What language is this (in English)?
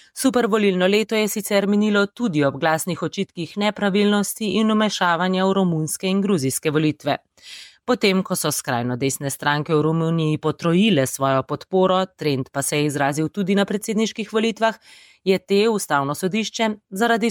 Slovenian